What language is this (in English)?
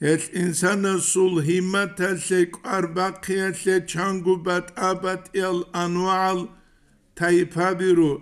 Avaric